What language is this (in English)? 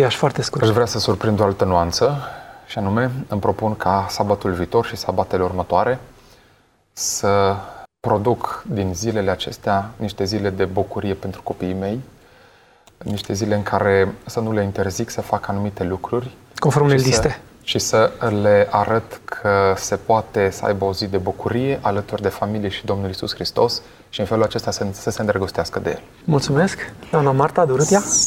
Romanian